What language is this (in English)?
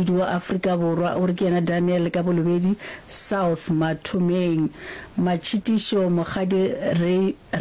Northern Sotho